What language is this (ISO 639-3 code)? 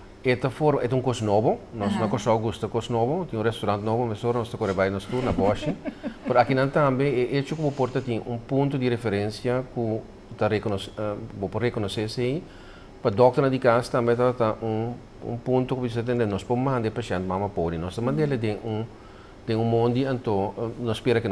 pap